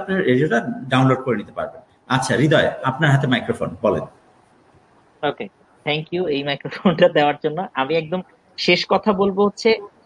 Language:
Bangla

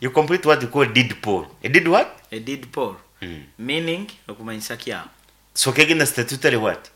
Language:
Nyankole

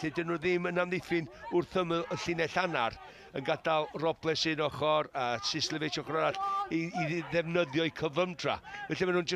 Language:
Welsh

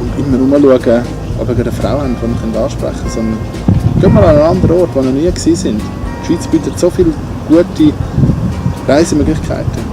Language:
Swiss German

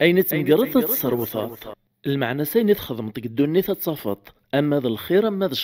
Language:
Kabyle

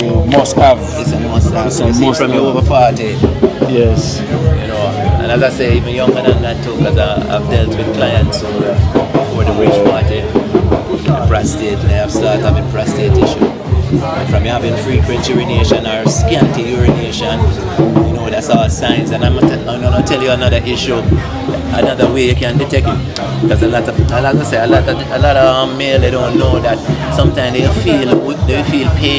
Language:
Jamaican Creole English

